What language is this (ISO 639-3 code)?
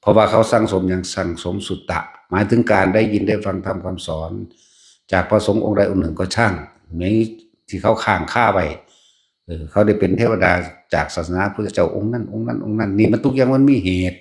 tts